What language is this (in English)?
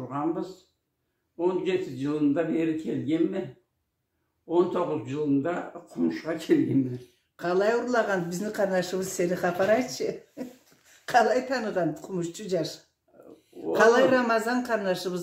Karachay-Balkar